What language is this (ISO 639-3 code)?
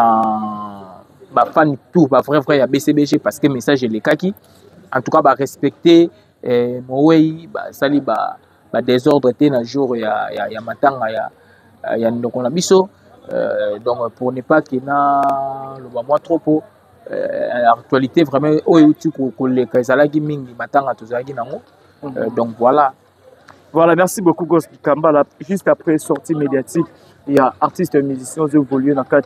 lin